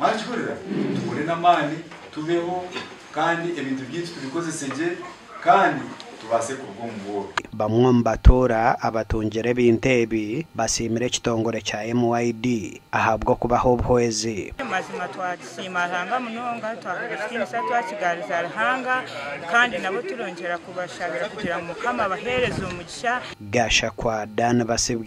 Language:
Nyankole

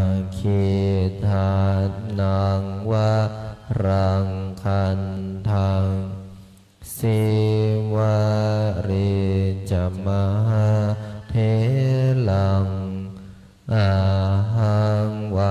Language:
Pali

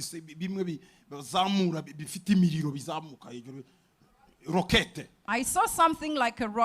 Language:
Kinyarwanda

